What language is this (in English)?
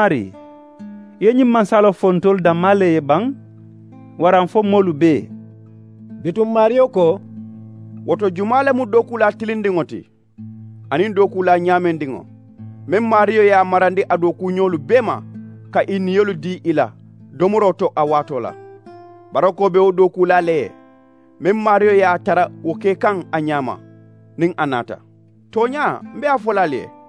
Mandingo